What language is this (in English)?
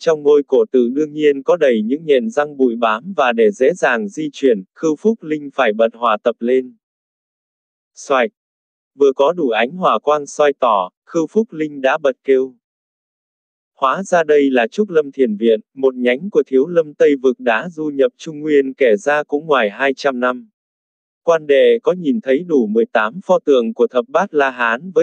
Vietnamese